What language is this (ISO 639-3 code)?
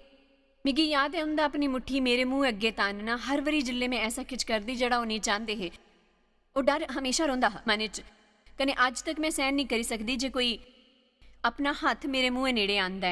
doi